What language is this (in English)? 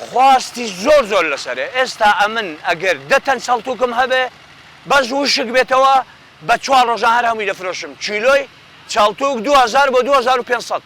Central Kurdish